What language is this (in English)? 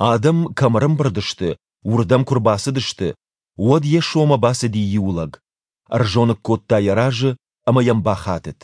Ossetic